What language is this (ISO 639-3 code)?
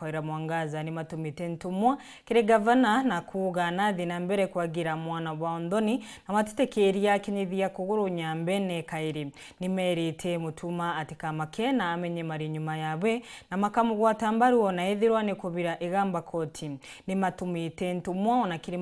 mer